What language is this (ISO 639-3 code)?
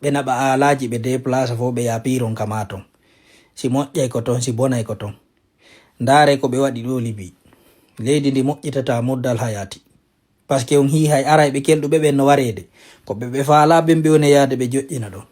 ful